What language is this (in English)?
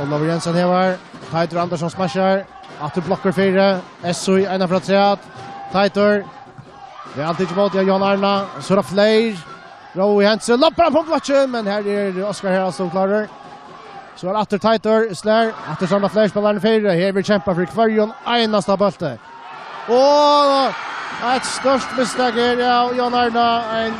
Faroese